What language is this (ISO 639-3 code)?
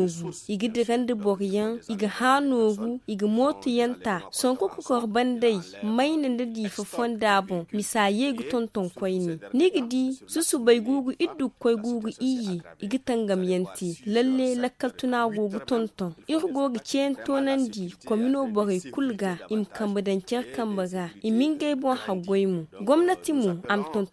dje